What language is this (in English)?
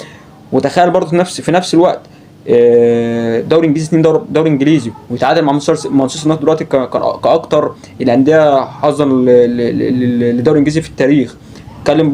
Egyptian Arabic